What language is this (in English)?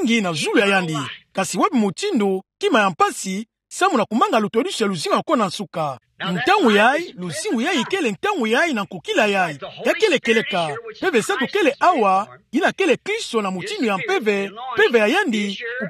Kituba (Democratic Republic of Congo)